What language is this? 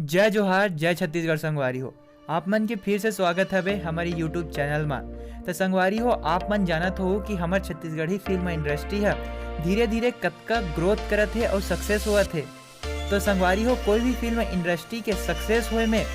Chhattisgarhi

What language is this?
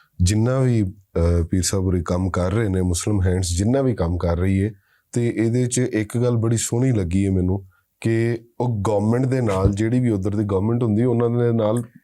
Western Panjabi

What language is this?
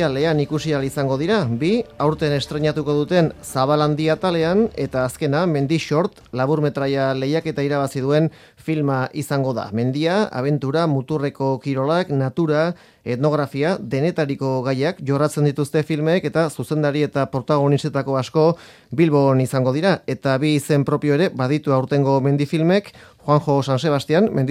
Basque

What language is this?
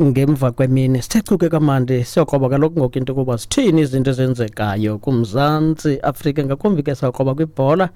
Xhosa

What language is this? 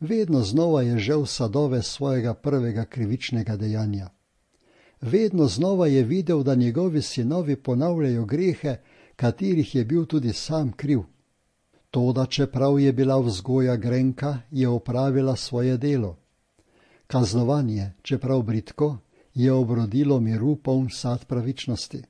Slovenian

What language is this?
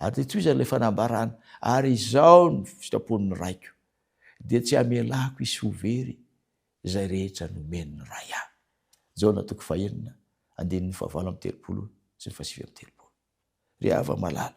Malagasy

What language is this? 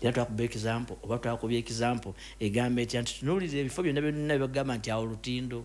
Ganda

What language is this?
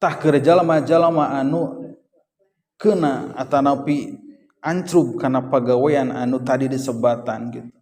Sundanese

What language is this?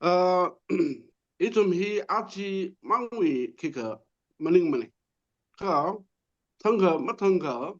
Tangkhul Naga (India)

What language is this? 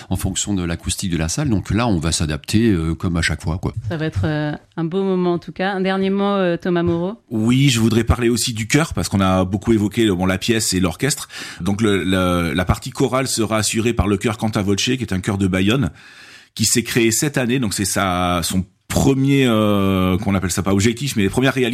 French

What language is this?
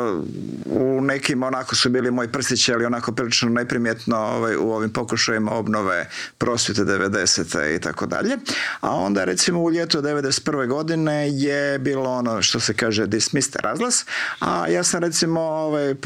Croatian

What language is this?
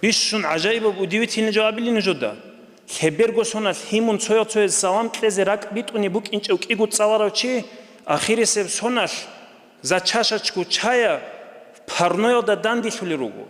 Avaric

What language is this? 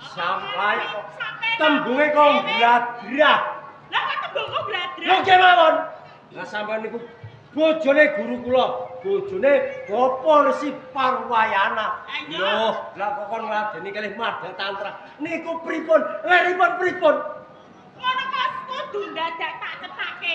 Javanese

